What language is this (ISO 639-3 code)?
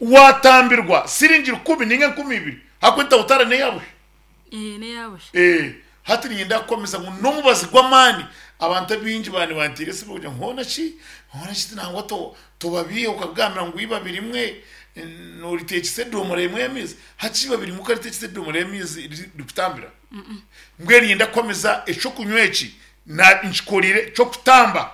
nyn